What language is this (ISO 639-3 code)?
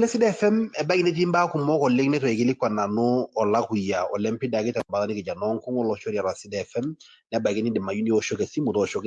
mas